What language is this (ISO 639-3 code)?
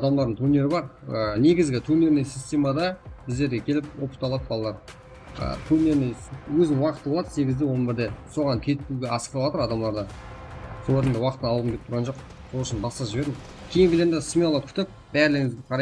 kaa